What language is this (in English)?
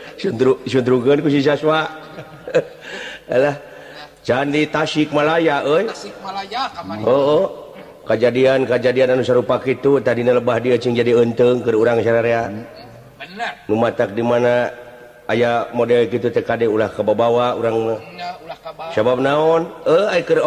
Sundanese